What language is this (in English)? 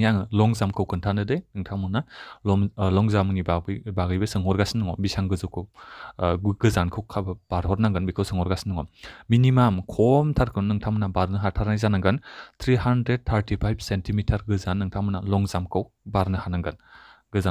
Bodo